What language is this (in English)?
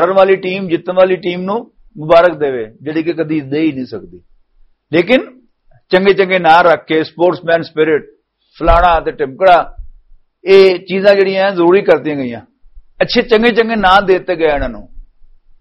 Western Panjabi